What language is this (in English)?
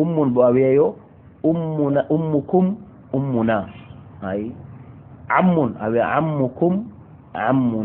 Fula